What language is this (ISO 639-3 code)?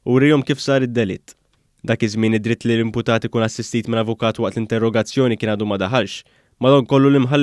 mlt